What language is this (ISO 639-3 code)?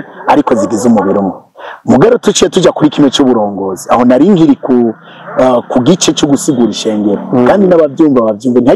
run